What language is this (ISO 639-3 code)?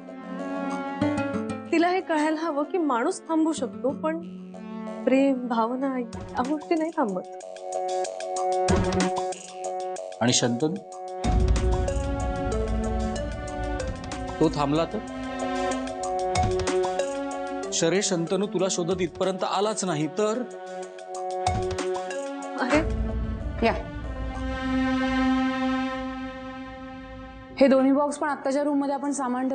mar